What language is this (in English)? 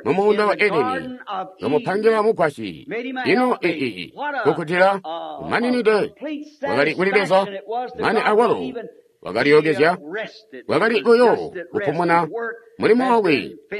Tonga (Zambia)